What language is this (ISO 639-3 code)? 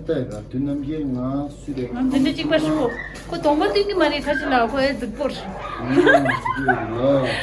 bod